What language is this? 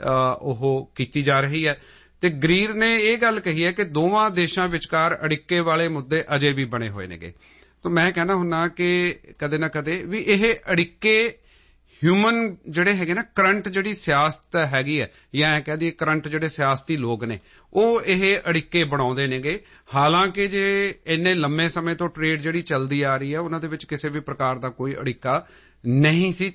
Punjabi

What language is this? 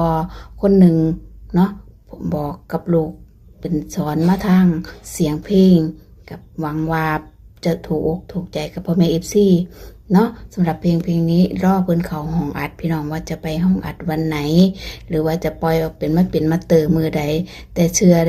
Northeastern Thai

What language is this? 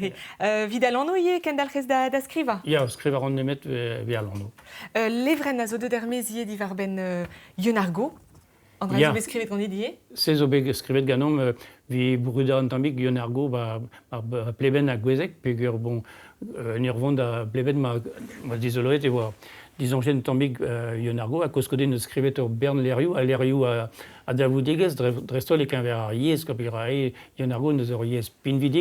Breton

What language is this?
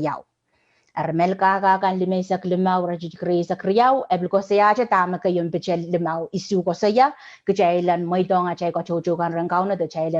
Pohnpeian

